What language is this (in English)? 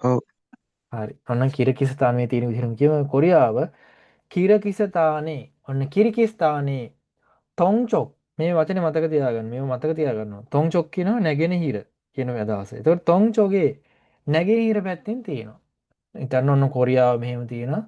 Sinhala